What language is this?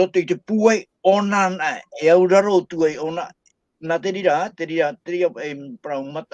Tahitian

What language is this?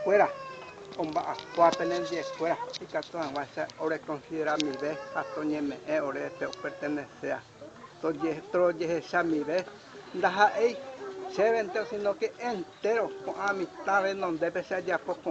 Guarani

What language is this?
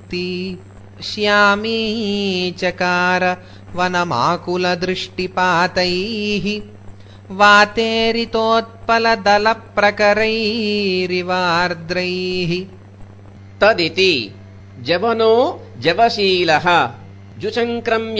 Sanskrit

